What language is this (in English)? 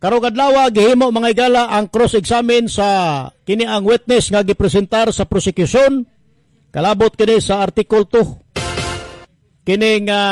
Cebuano